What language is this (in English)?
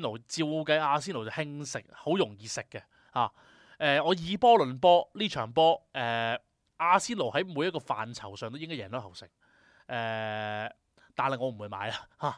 Cantonese